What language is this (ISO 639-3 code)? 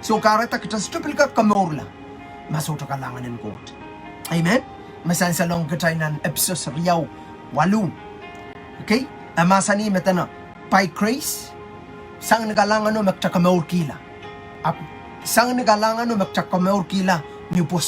pon